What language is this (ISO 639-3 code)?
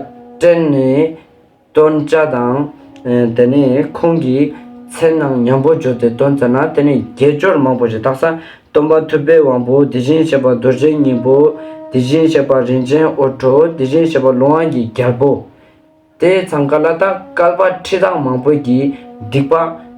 lbj